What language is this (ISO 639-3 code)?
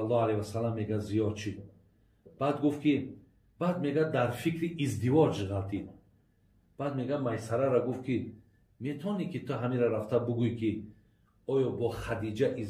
tgk